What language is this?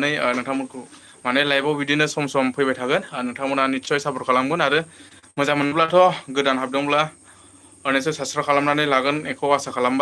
Bodo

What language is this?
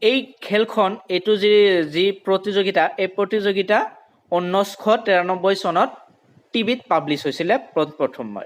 Assamese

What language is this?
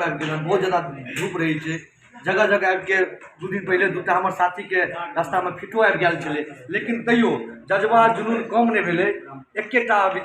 Maithili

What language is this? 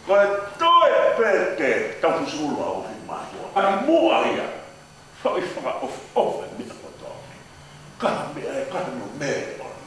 Tongan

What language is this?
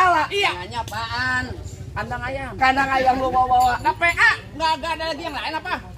Betawi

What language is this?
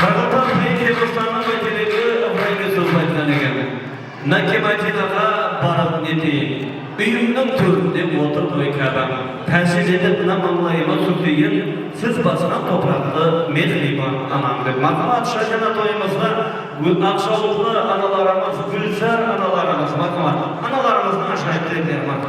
Kara-Kalpak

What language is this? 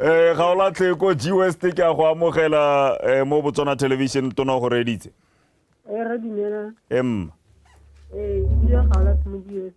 Tswana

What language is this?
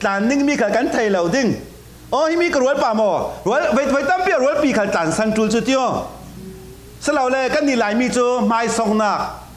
Falam Chin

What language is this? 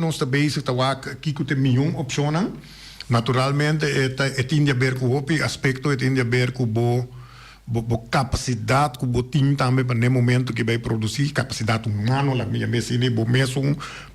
Papiamento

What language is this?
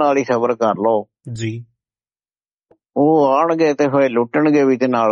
Punjabi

